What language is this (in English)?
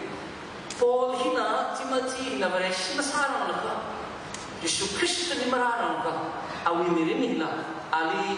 Tangkhul Naga (India)